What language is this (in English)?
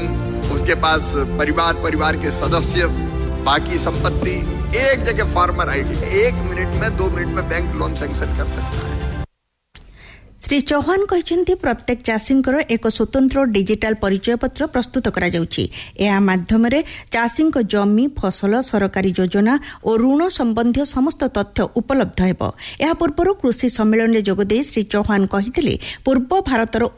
Odia